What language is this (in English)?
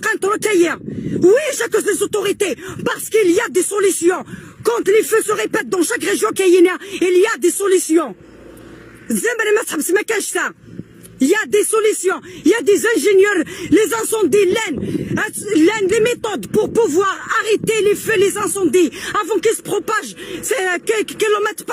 Kabyle